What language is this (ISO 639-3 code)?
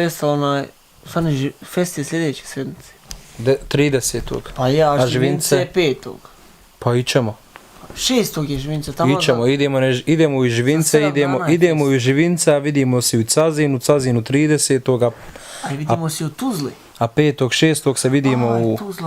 bos